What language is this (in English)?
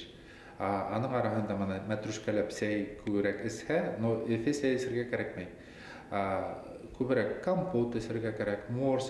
Bashkir